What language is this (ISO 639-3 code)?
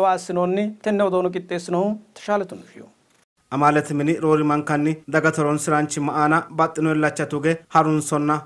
sid